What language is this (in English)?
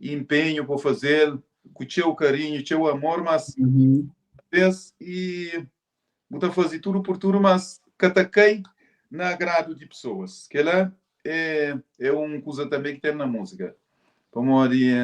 Kabuverdianu